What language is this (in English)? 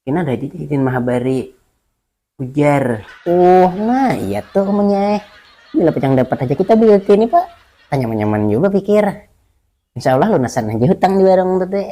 Banjar